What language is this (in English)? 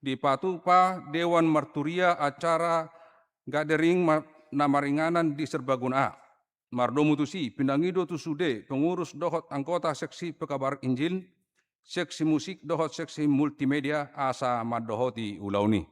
Batak Toba